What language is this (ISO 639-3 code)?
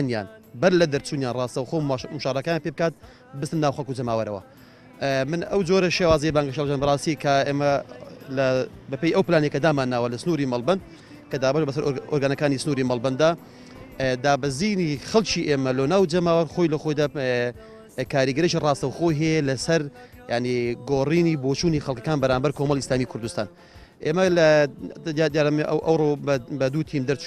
ckb